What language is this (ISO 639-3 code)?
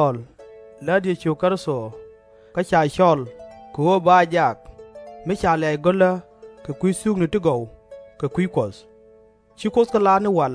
nus